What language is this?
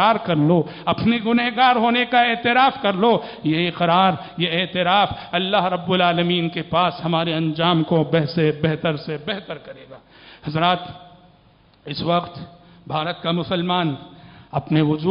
Urdu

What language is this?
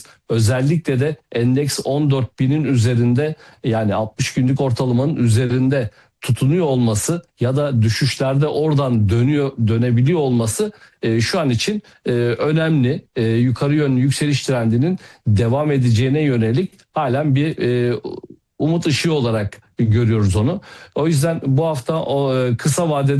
Turkish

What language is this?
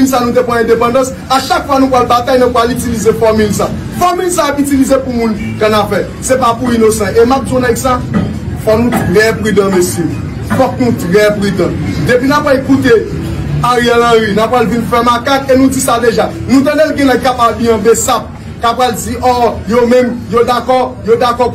Haitian Creole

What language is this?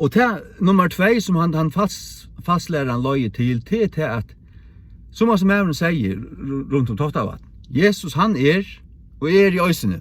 Faroese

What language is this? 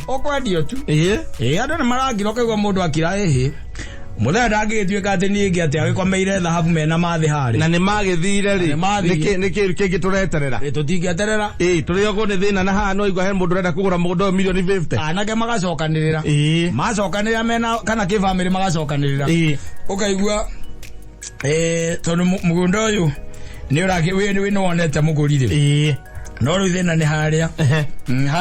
Kikuyu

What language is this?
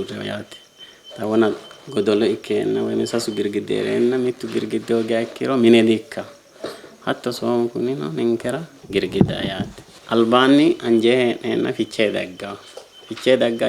Sidamo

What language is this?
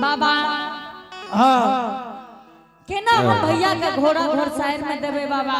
Angika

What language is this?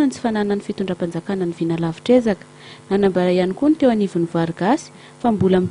Malagasy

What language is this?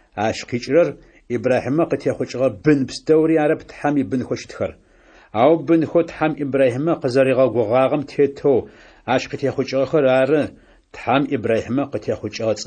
Adyghe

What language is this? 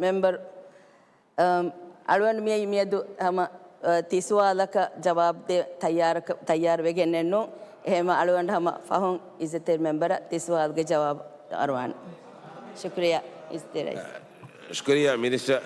Divehi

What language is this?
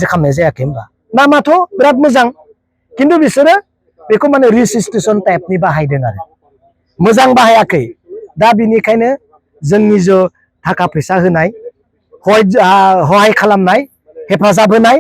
Bodo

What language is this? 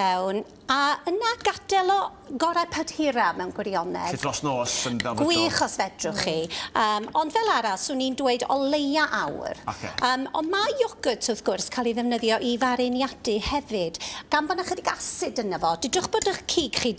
Welsh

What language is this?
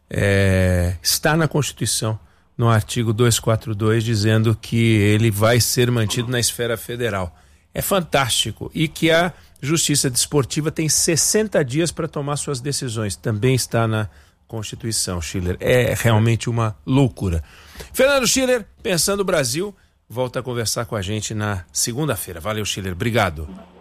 Portuguese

